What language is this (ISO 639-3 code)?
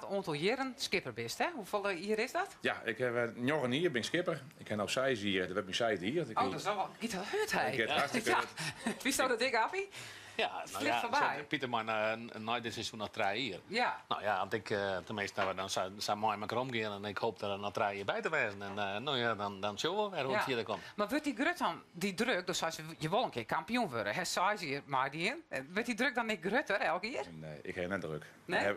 fry